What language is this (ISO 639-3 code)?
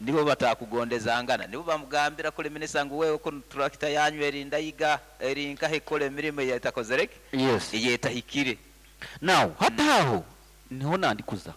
nyn